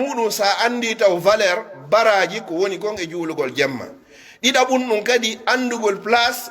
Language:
Pular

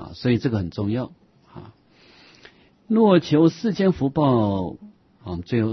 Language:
Chinese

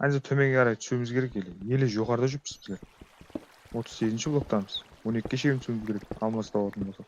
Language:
Kara-Kalpak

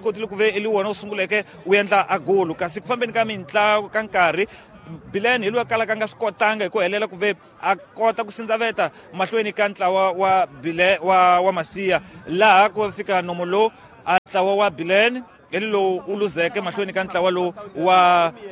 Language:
Tsonga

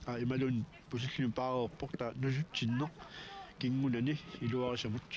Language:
Kalaallisut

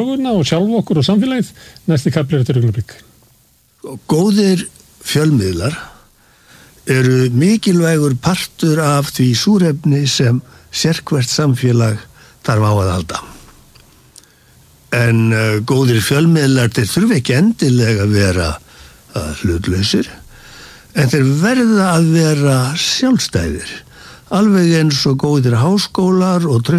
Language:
Icelandic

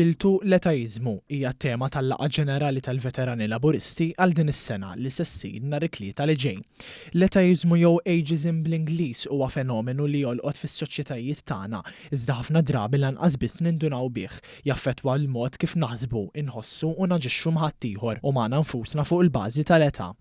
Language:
Maltese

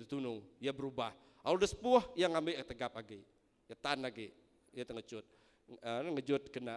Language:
Iban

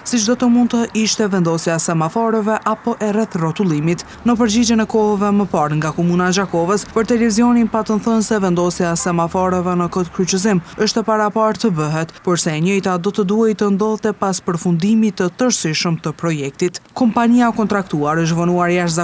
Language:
Albanian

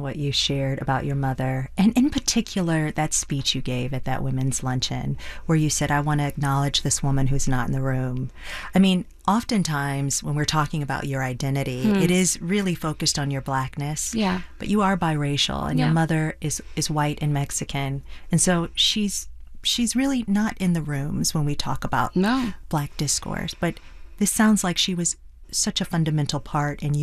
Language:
English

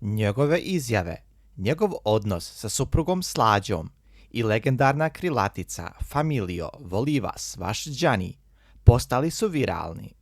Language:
Bosnian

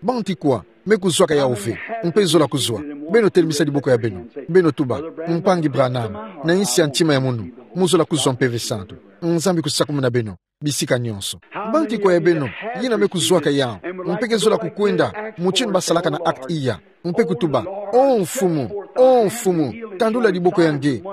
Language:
Kituba (Democratic Republic of Congo)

